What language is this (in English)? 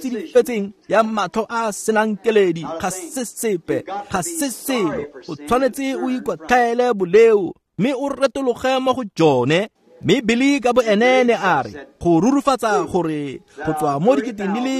Tswana